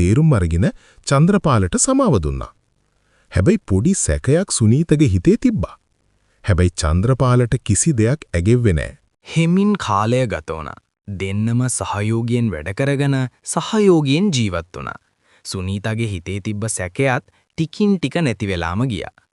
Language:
Sinhala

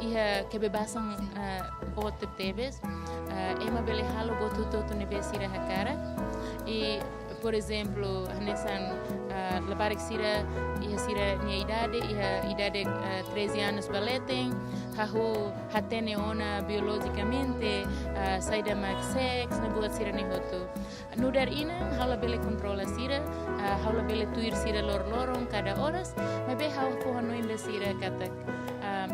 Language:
Tetum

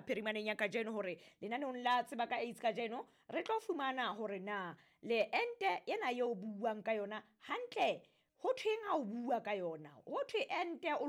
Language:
Southern Sotho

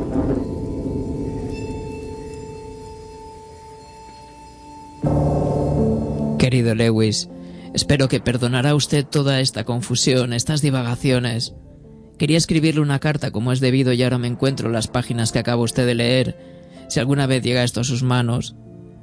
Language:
Spanish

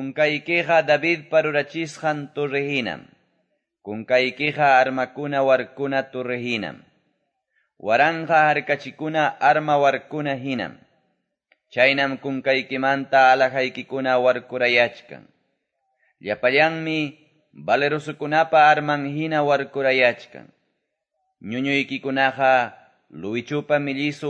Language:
Quechua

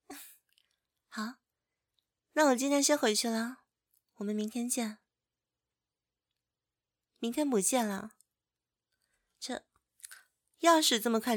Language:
Chinese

